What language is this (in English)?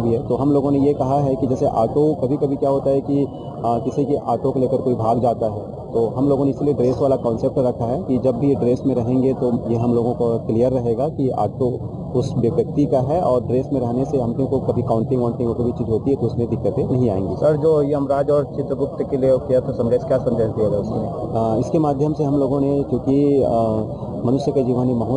Hindi